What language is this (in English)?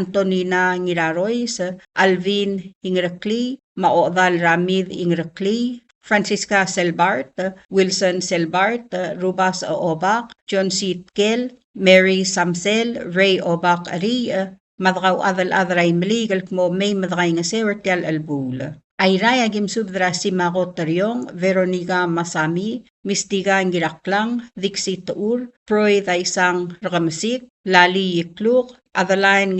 Palauan